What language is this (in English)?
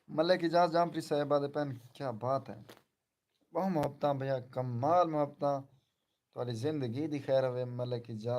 Saraiki